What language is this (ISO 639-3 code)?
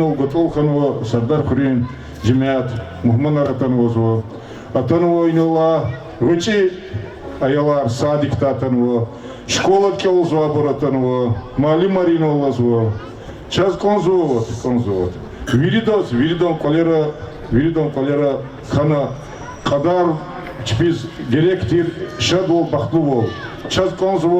lez